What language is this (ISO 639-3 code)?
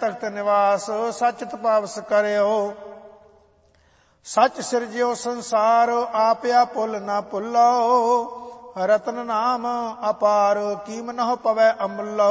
pan